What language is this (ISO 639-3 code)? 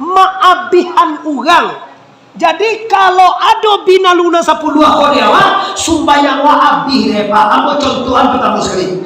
min